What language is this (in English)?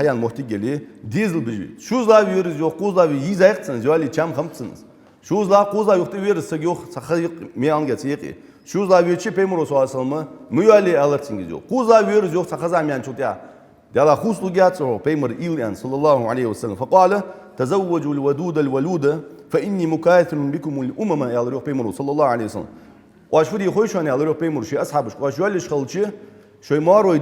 Ingush